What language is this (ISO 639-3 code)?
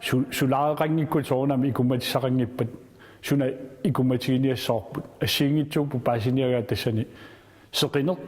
kal